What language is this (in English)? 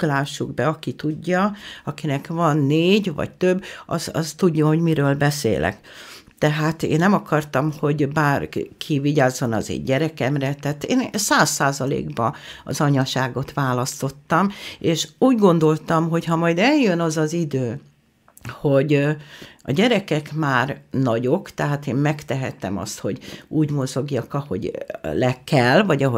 Hungarian